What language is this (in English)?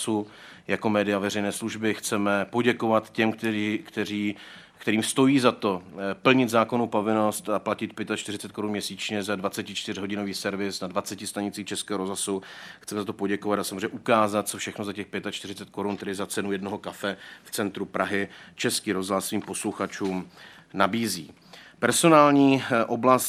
Czech